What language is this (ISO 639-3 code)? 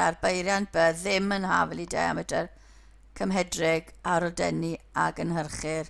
cym